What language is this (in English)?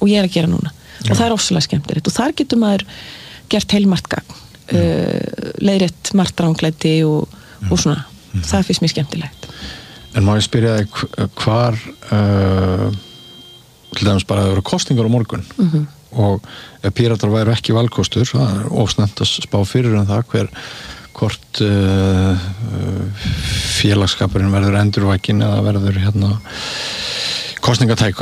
Icelandic